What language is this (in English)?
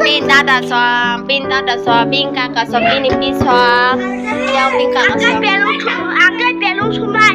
Kok Borok